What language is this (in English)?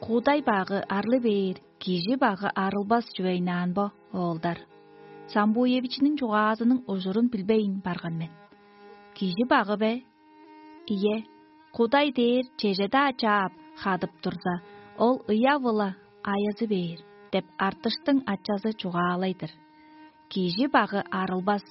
Tuvinian